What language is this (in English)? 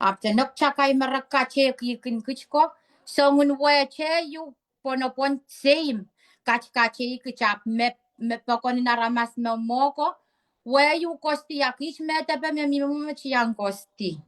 Pohnpeian